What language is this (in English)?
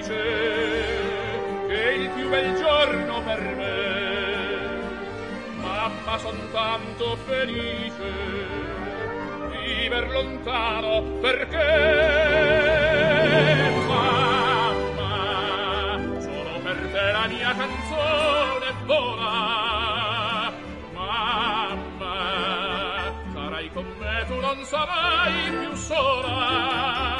Italian